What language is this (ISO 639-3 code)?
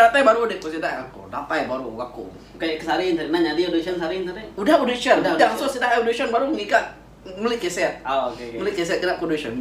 iba